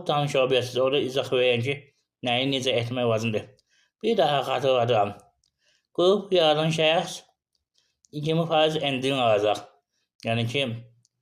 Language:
Azerbaijani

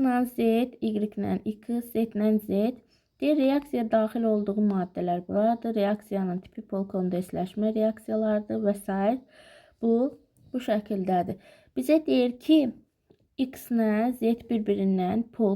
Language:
Azerbaijani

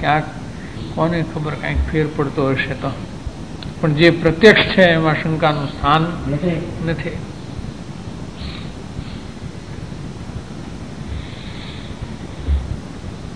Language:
Gujarati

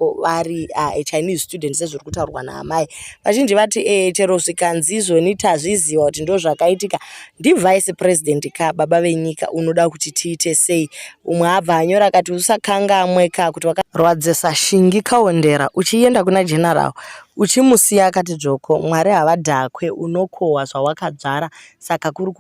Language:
Shona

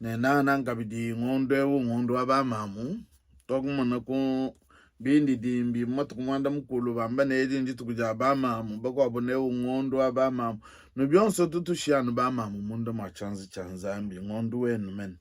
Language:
Luba-Lulua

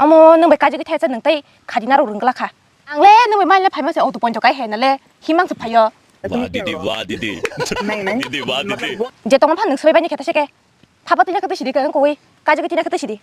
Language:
Kok Borok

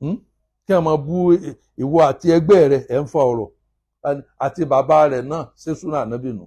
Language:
Yoruba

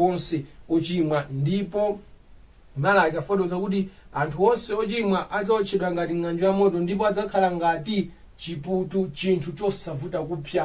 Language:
Nyanja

